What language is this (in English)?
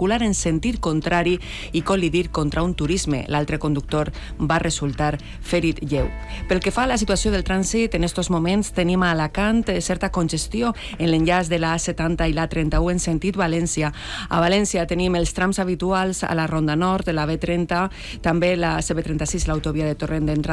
Catalan